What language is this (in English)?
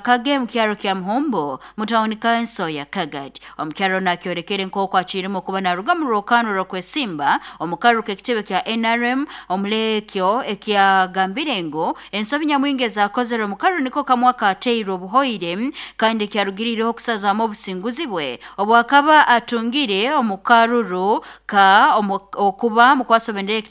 Nyoro